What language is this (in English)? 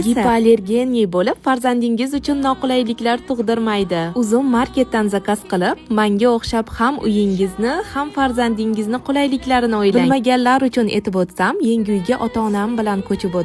Uzbek